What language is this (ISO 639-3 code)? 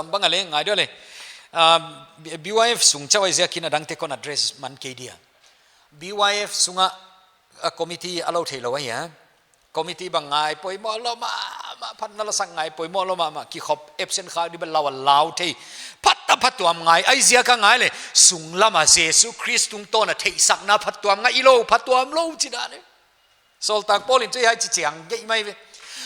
pck